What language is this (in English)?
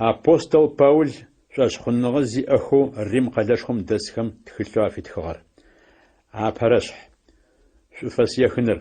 Adyghe